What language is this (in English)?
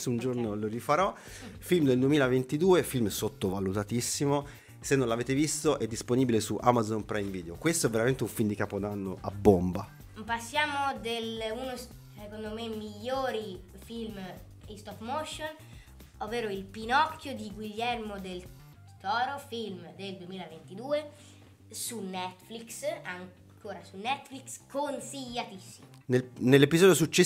Italian